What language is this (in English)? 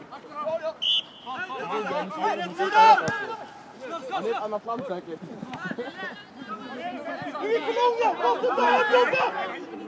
Swedish